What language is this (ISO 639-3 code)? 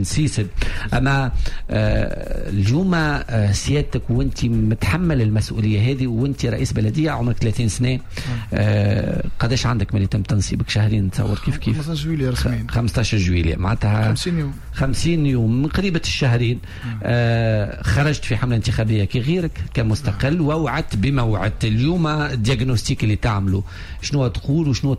aeb